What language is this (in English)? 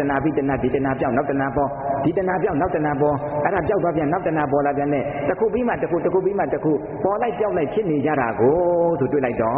Burmese